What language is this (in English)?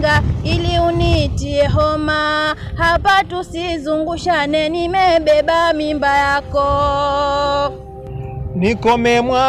Swahili